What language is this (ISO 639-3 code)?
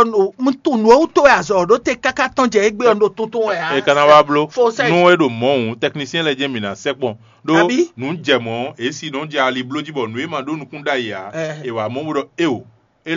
fon